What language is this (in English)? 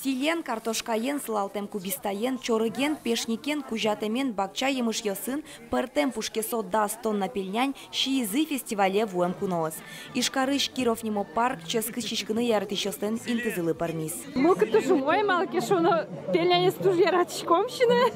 Udmurt